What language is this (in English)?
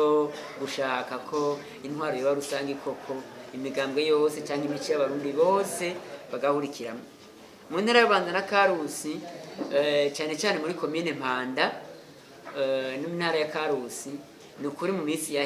Rundi